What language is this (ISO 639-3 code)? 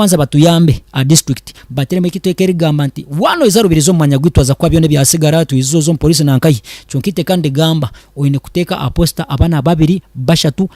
nyn